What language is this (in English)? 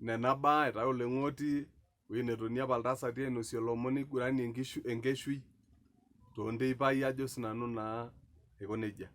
Masai